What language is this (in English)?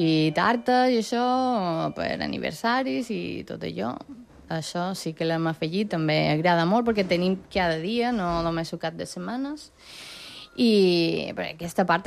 Catalan